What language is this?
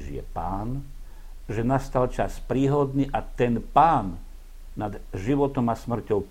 Slovak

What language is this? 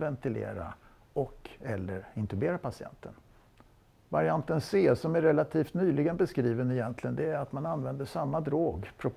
Swedish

